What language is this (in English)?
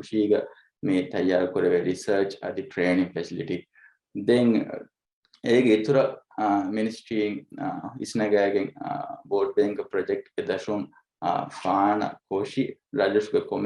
Divehi